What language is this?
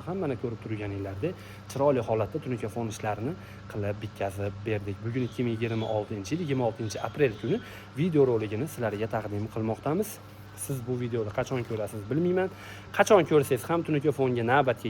Uzbek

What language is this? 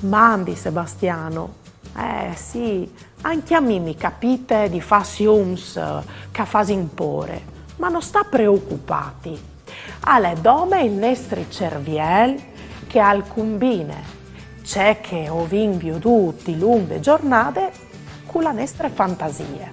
Friulian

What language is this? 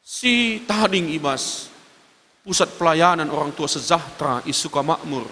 Batak Karo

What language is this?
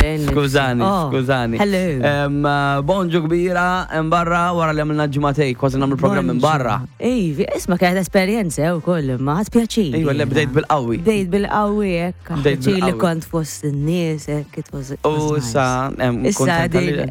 Maltese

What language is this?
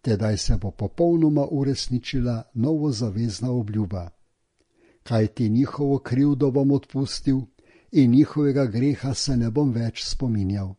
Slovenian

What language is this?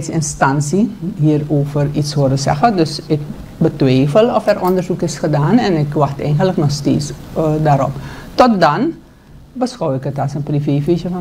Dutch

